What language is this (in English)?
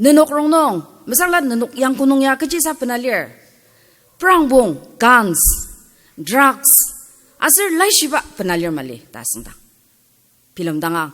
Ao Naga